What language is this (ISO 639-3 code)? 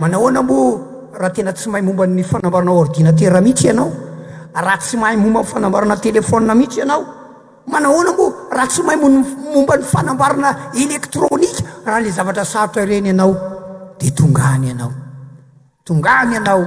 mlg